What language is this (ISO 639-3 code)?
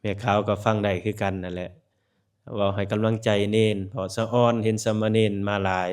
lao